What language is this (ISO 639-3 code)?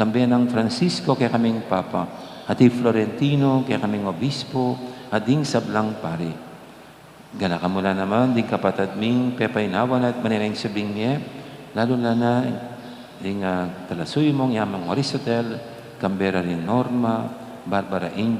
pam